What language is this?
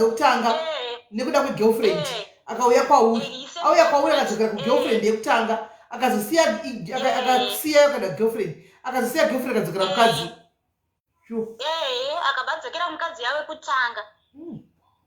Shona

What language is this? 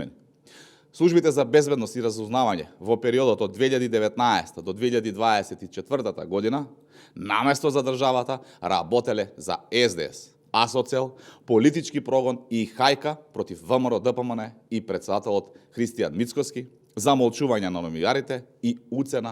Macedonian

